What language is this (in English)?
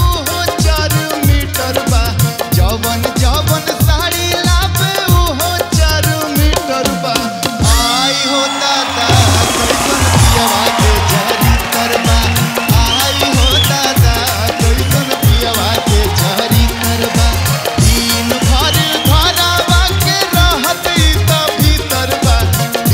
Bhojpuri